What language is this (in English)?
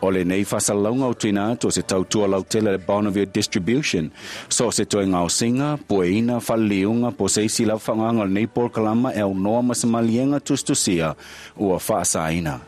Samoan